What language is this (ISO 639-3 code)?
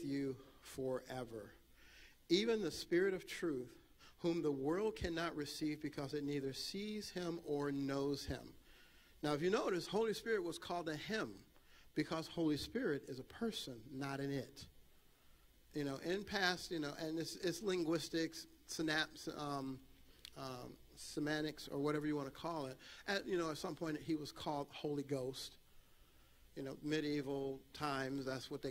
eng